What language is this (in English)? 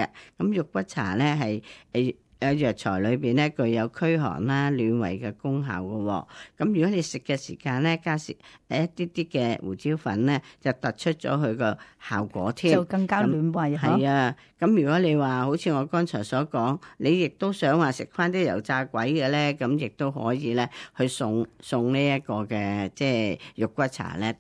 Cantonese